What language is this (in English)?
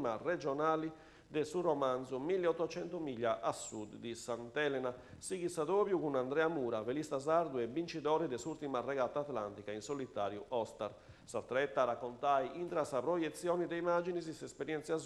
Sardinian